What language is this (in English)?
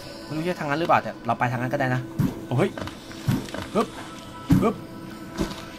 Thai